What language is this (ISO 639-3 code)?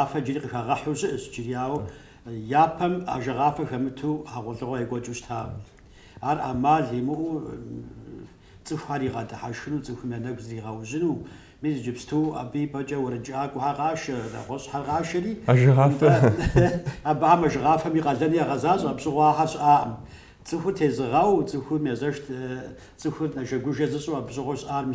kbd